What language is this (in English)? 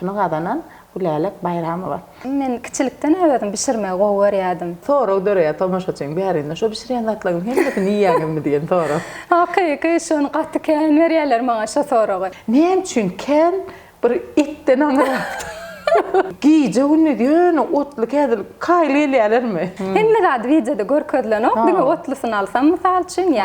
Turkmen